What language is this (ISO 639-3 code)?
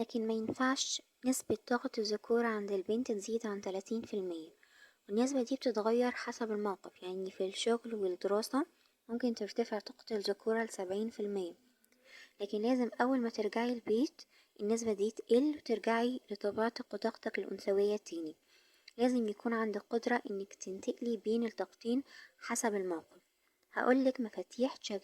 arz